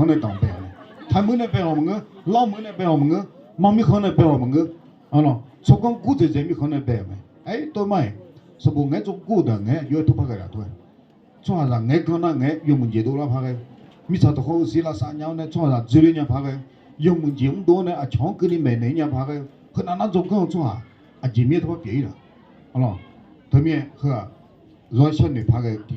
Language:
Akha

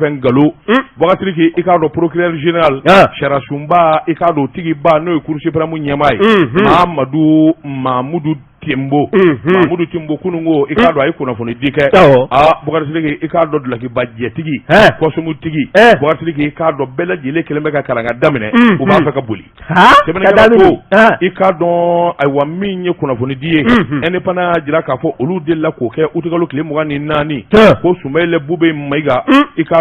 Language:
Bambara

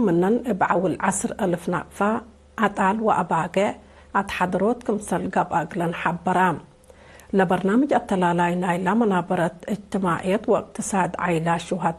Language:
Tigre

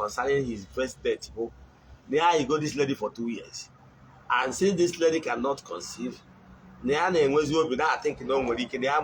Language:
Igbo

